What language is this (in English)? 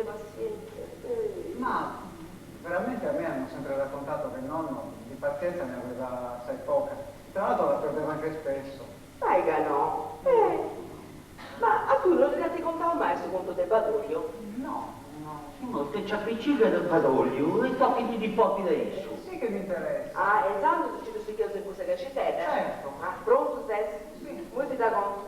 Sardinian